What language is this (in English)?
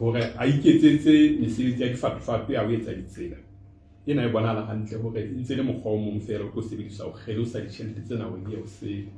Southern Sotho